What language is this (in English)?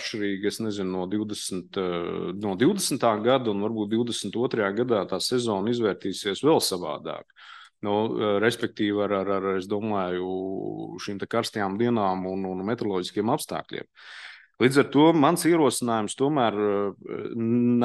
Latvian